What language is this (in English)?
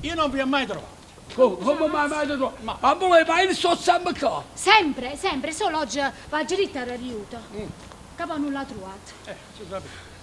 Neapolitan